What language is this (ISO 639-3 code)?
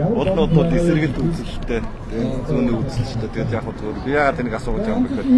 mon